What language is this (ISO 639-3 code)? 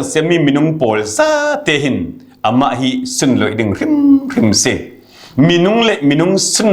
cfm